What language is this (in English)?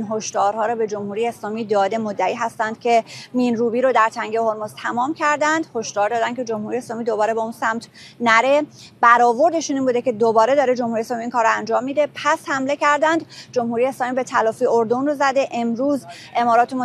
Persian